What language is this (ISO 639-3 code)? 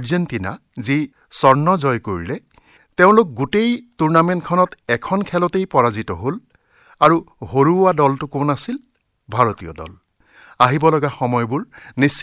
asm